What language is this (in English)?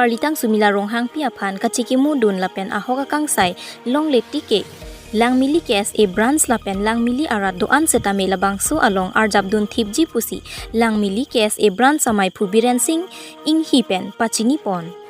Karbi